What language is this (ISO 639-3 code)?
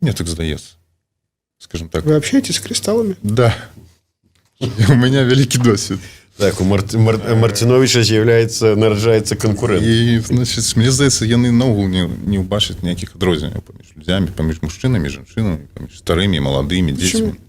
bel